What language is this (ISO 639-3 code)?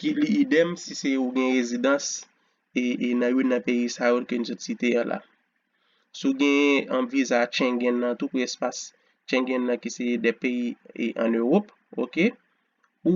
hat